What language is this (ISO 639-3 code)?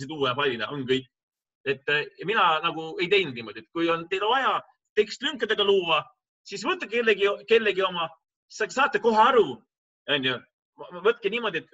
est